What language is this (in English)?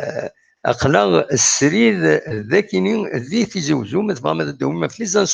Kabyle